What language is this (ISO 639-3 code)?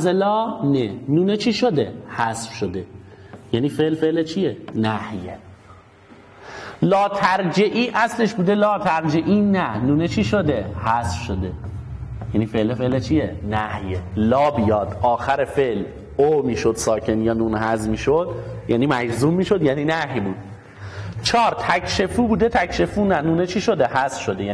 fas